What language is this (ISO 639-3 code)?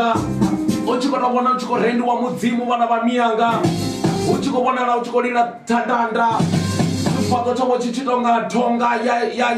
ven